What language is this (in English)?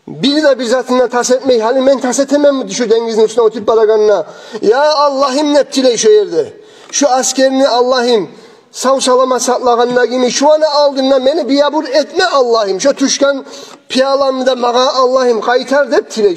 Kumyk